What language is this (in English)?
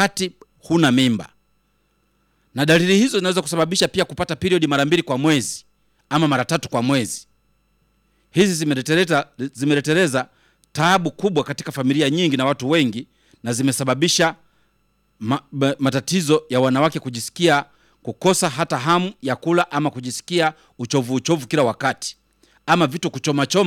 Swahili